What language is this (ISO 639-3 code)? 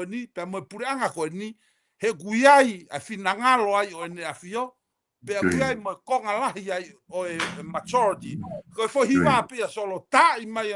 ton